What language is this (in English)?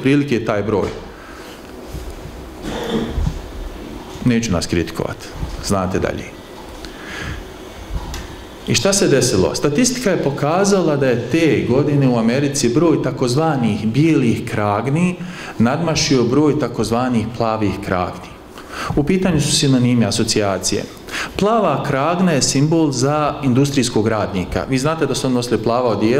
Bosnian